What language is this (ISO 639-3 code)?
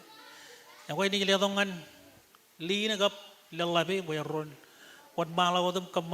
mah